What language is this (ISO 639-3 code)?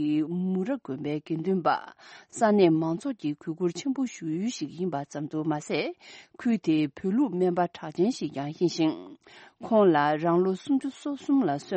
bod